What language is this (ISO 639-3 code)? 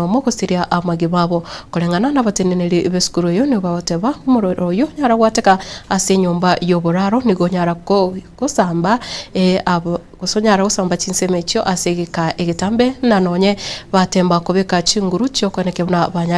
guz